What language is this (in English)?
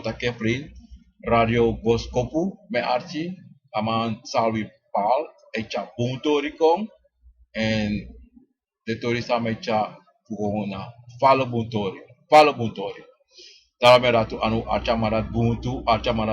Sranan Tongo